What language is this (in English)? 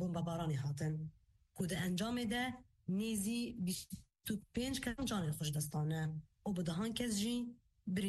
Kurdish